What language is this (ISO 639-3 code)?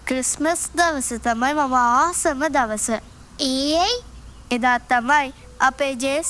sin